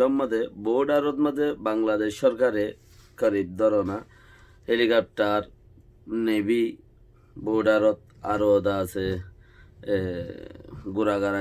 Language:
Rohingya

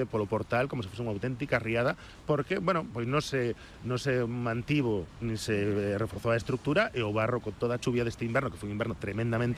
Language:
Galician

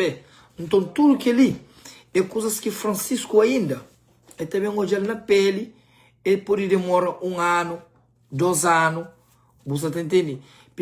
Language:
Kabuverdianu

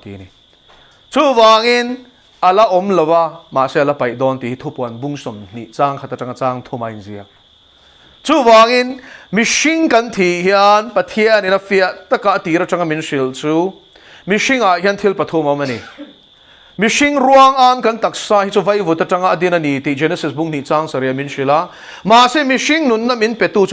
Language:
Mizo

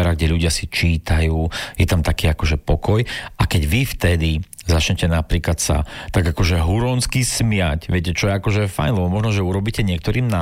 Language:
Slovak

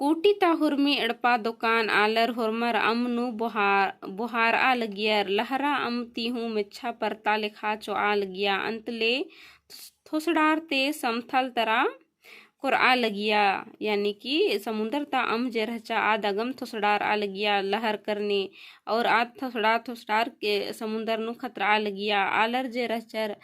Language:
Kurukh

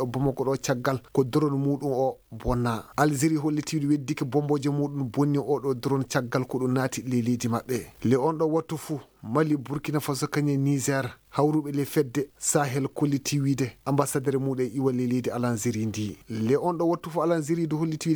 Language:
Fula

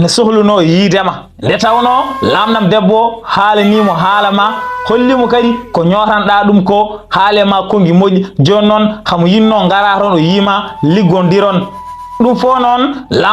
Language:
Fula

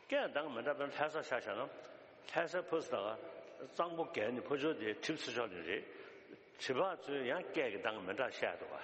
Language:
Tibetan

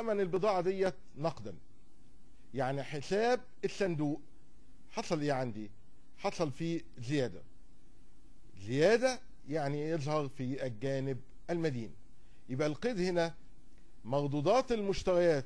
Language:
Egyptian Arabic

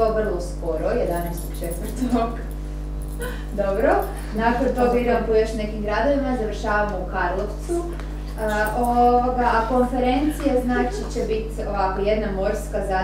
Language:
Croatian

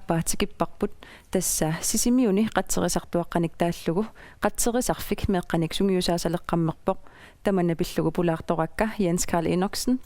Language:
Kalaallisut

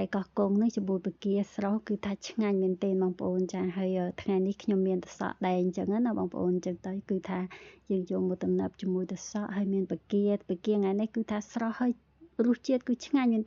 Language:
Khmer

